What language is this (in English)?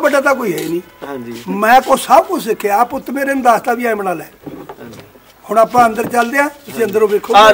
Punjabi